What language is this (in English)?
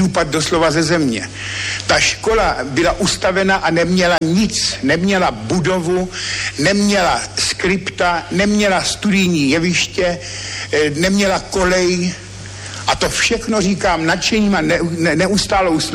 Czech